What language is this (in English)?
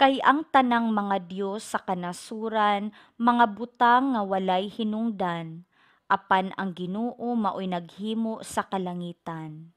Cebuano